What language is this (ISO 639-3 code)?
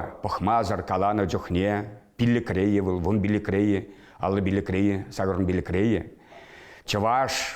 chv